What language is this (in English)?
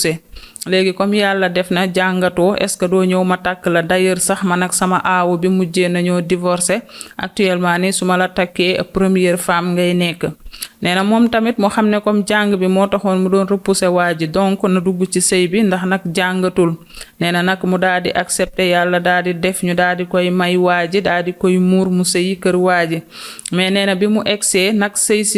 Wolof